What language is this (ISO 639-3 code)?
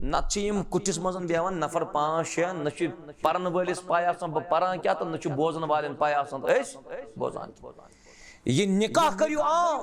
kas